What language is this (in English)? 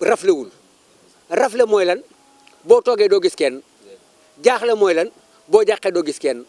Wolof